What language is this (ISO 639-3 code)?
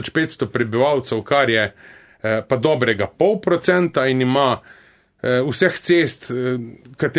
slv